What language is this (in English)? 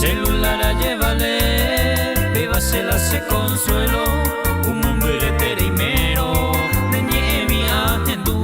Guarani